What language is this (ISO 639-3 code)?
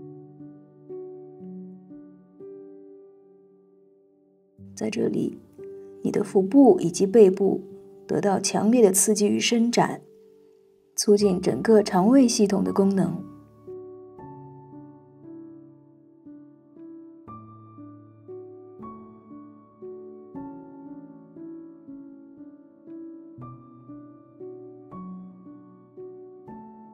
zho